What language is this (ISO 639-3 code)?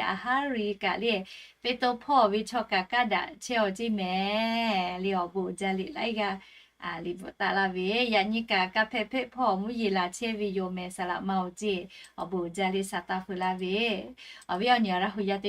lhu